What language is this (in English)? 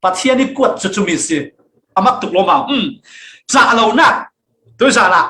Falam Chin